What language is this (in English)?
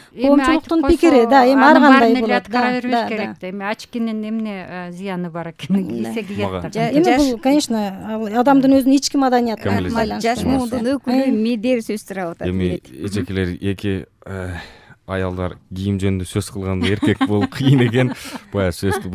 Kyrgyz